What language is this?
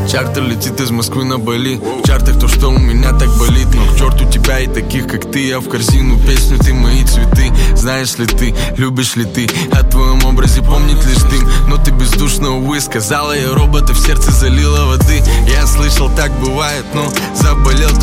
Russian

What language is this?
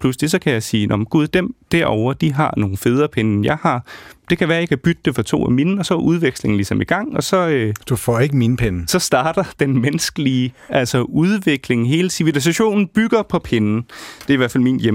Danish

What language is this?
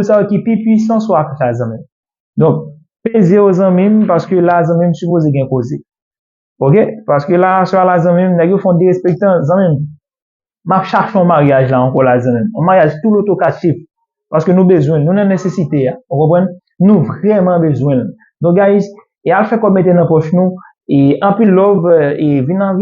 Haitian Creole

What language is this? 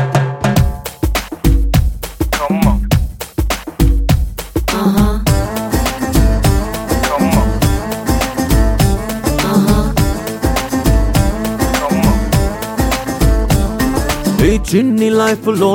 Telugu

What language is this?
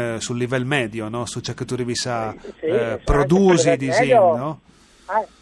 Friulian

